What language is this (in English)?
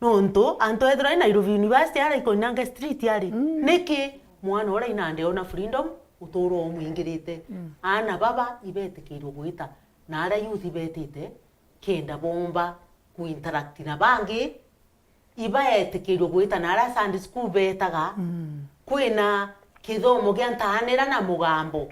Meru